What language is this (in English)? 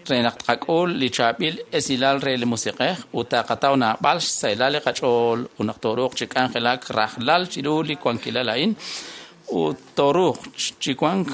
Kekchí